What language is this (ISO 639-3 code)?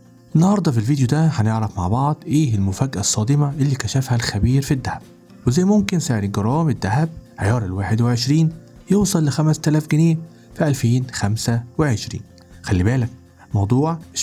arz